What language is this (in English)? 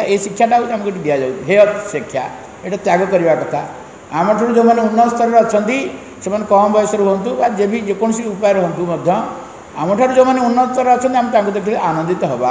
Odia